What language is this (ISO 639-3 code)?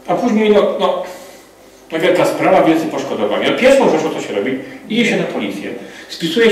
pol